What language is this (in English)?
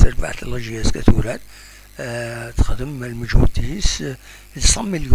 Kabyle